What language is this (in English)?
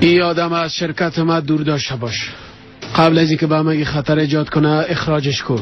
Persian